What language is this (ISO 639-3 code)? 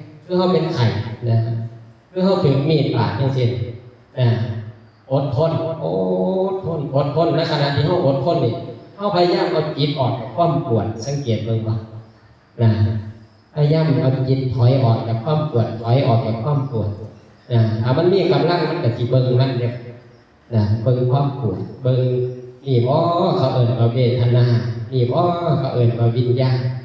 tts